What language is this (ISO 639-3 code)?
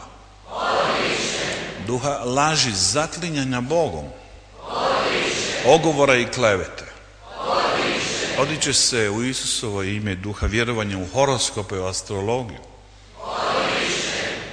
hrv